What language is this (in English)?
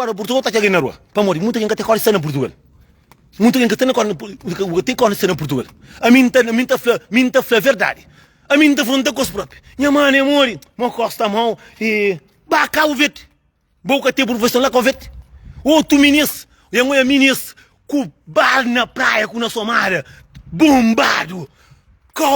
Kabuverdianu